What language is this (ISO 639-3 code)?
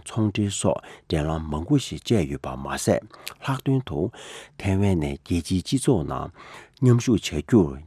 bod